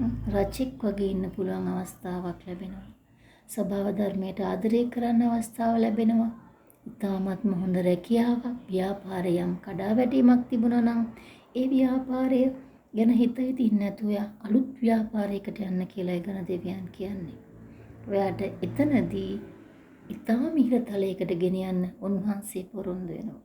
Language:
Sinhala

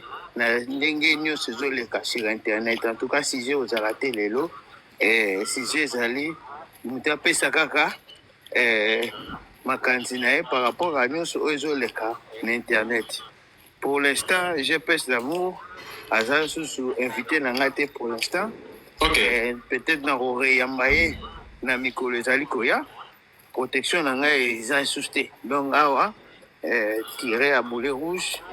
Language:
Lingala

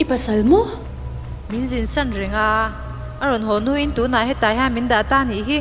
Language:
Mizo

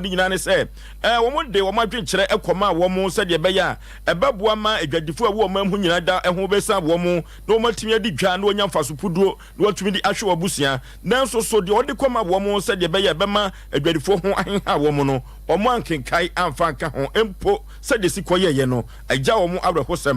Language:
Akan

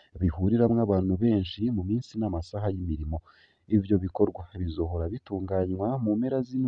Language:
Rundi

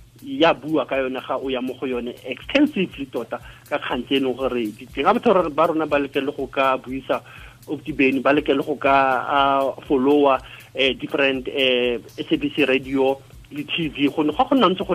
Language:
Tswana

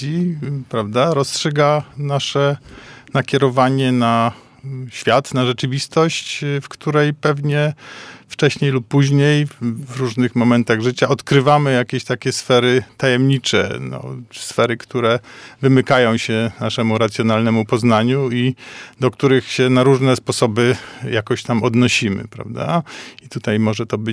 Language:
Polish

